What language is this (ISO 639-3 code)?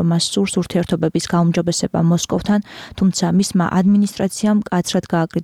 kat